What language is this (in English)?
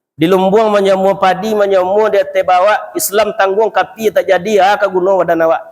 Minangkabau